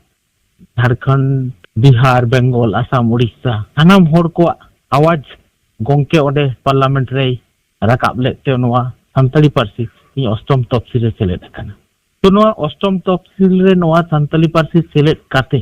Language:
Santali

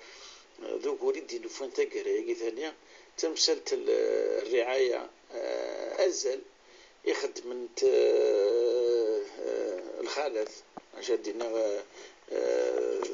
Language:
Kabyle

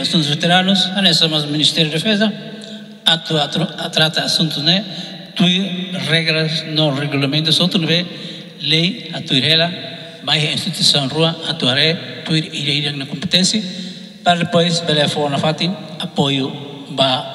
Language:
Tetum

